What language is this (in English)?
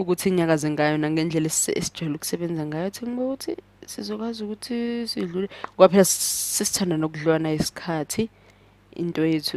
Zulu